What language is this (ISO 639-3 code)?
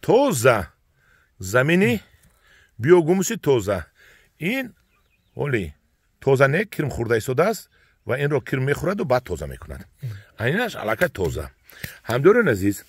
tgk